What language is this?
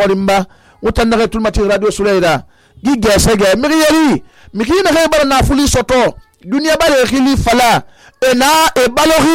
Susu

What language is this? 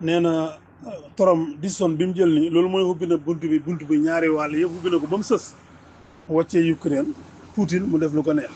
Wolof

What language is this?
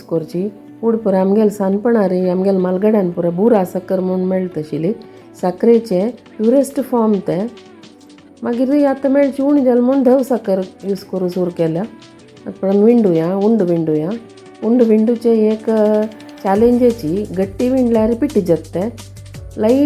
Konkani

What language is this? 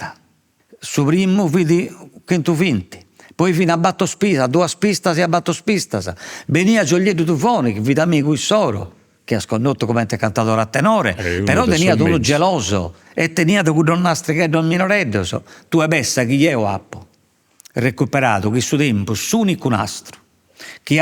Sardinian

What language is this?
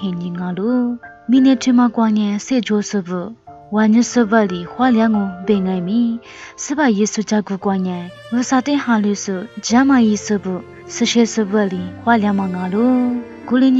Lisu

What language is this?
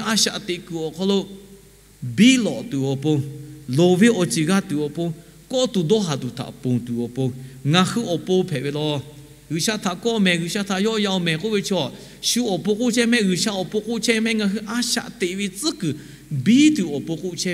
Lahu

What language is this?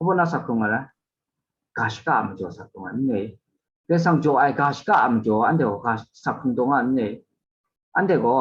Kachin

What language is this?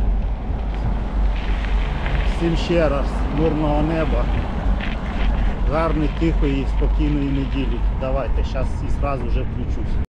Ukrainian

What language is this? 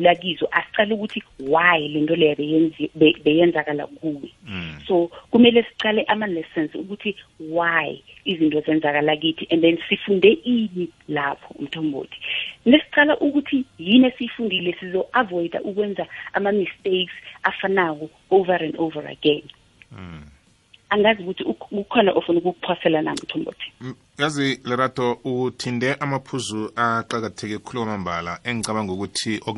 South Ndebele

